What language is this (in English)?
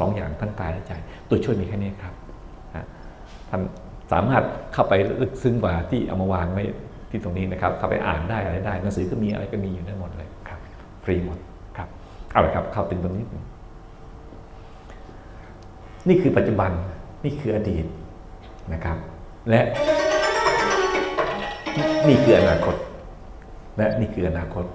Thai